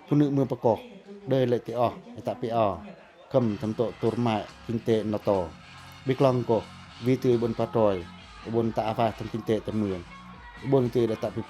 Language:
Pacoh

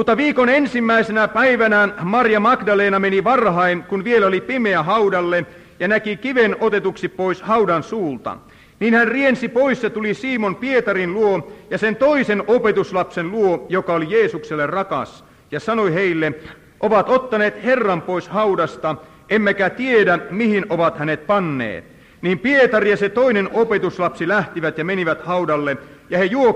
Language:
Finnish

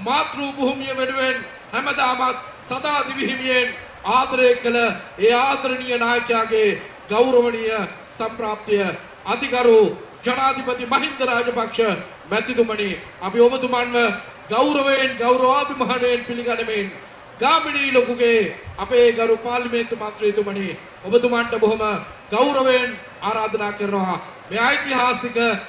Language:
Sinhala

